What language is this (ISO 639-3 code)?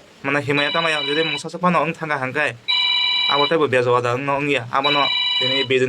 trp